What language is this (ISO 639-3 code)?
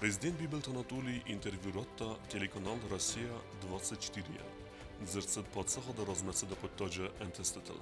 oss